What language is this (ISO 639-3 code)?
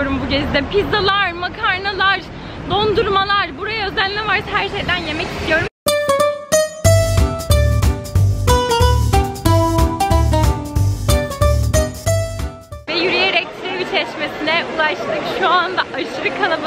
tur